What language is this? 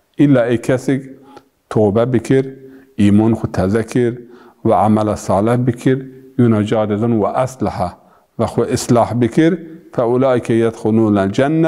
Zaza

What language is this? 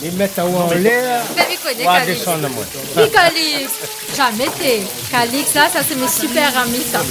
Réunion Creole French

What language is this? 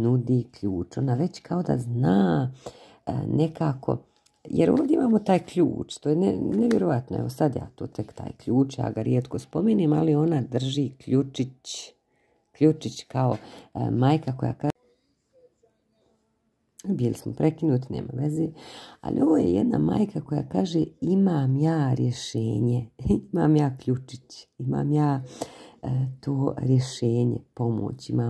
Croatian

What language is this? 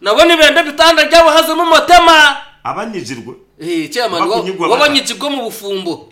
Nyankole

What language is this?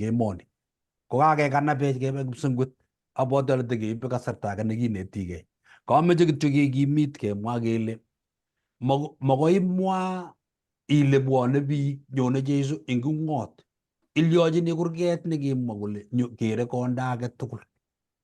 Kalenjin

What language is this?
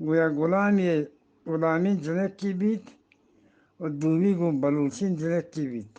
Eastern Balochi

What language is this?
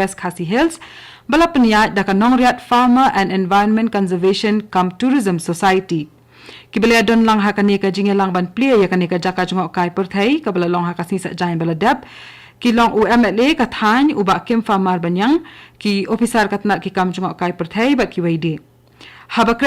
Khasi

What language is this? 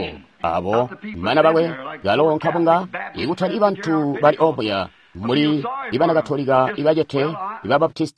Tonga (Zambia)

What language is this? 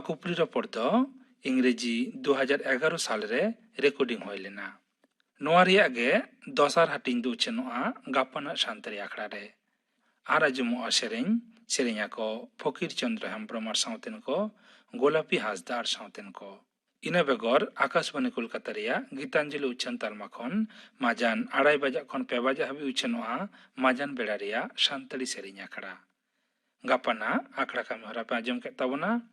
Santali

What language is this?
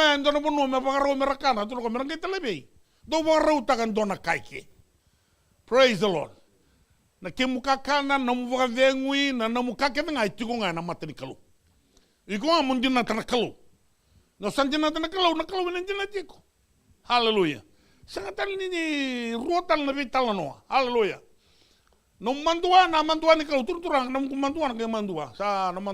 Fijian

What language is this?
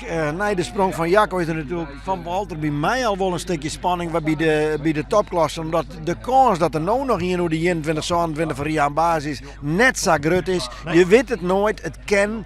Western Frisian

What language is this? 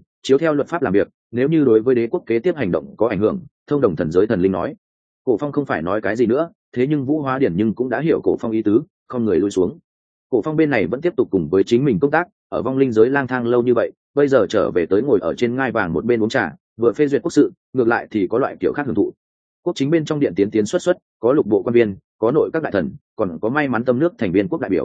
Vietnamese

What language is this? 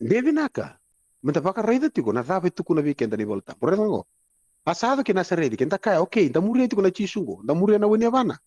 Fijian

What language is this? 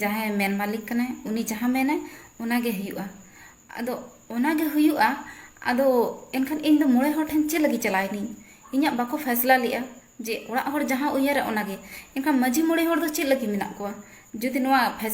Santali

